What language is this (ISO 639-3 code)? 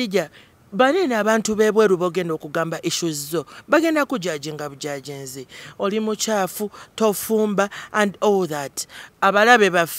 lug